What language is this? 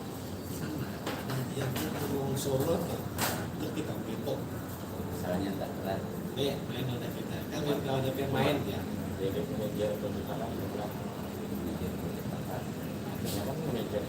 Banjar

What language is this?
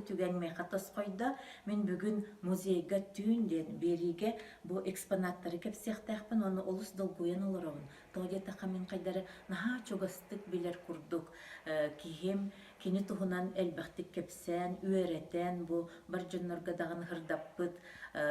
Yakut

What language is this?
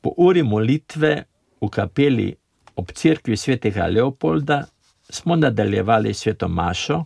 Slovenian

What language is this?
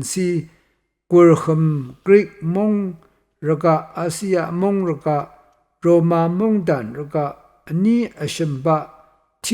Rawang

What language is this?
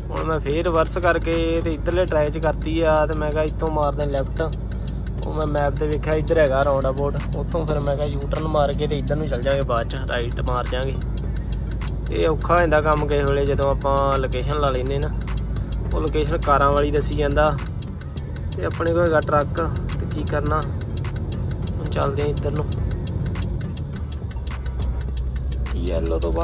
Punjabi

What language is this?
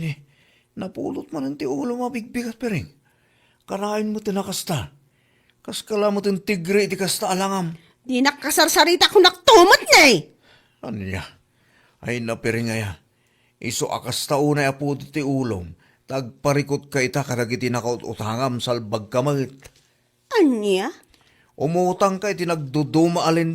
Iloko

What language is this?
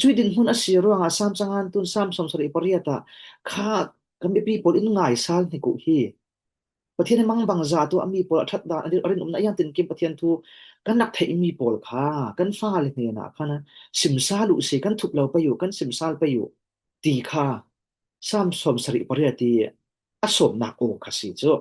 Falam Chin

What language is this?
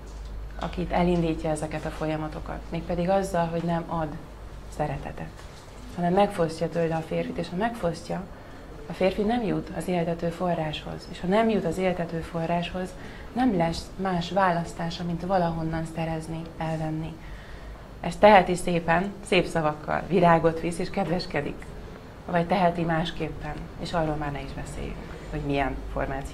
Hungarian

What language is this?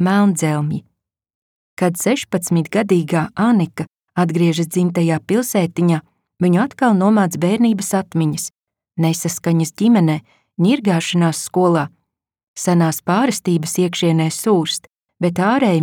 Latvian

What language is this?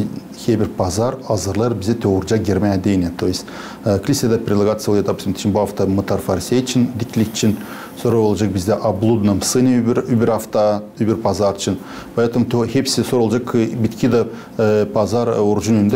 Gagauz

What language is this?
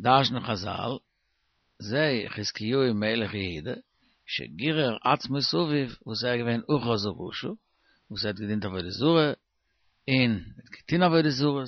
Yiddish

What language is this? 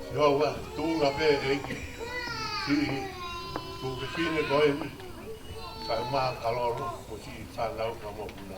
Tongan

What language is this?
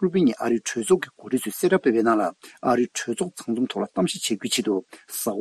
Tibetan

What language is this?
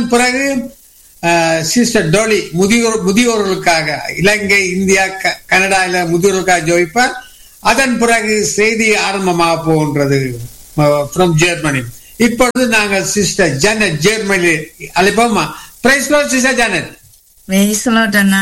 Tamil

